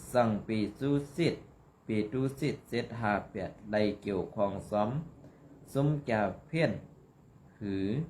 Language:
Shan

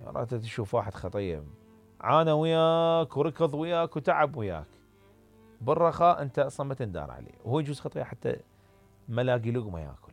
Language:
Mesopotamian Arabic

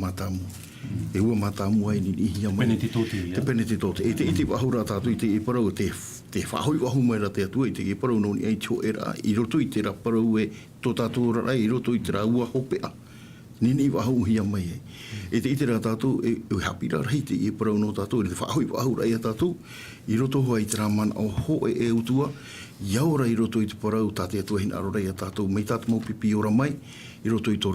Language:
Tahitian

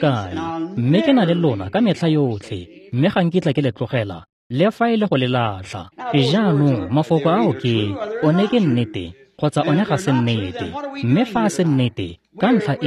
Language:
Tswana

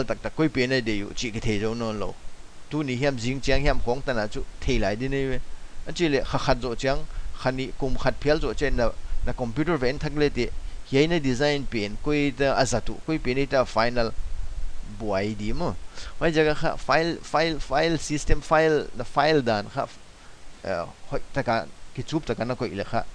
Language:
Paite Chin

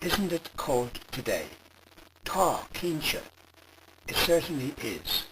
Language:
Irish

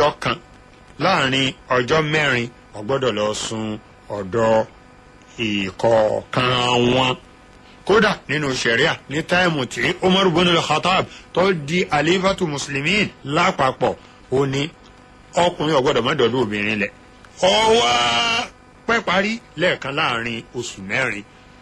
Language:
Yoruba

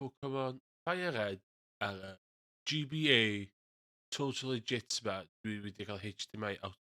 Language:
Welsh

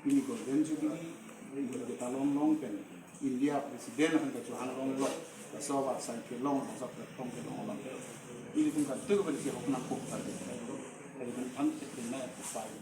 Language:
Karbi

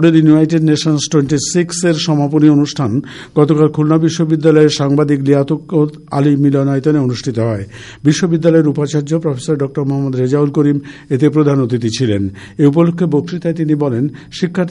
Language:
Bangla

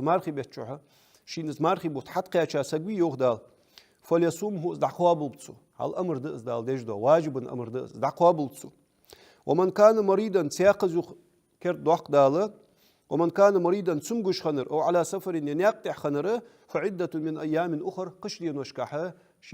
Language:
Ingush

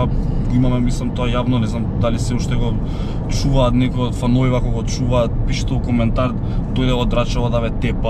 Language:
Macedonian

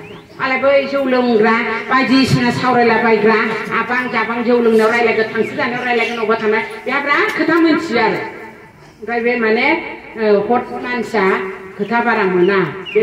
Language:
Bodo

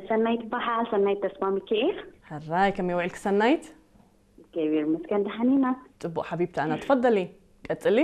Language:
Tigrinya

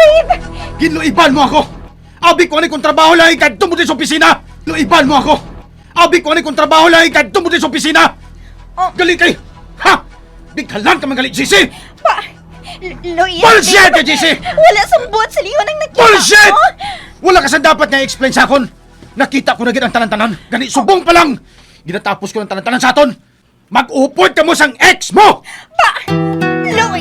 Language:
Hiligaynon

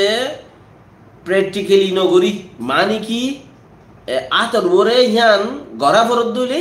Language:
Rohingya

